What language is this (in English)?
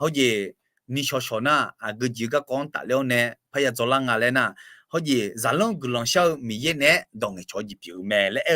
Akha